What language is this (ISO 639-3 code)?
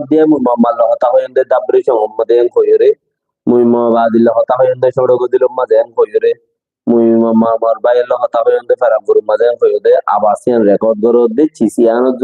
rhg